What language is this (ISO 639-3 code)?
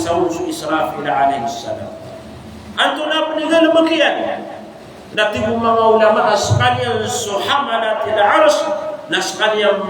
mrw